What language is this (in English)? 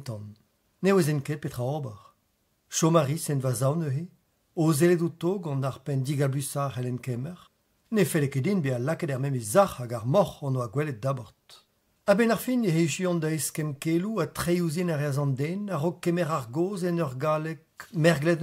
Breton